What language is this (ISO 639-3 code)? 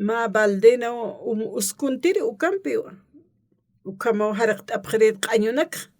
aym